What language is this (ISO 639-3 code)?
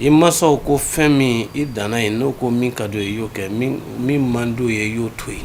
bam